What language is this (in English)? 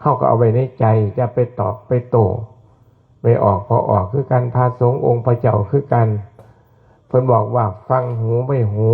Northeastern Thai